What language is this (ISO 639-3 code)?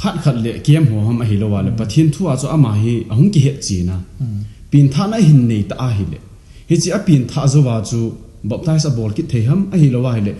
tcz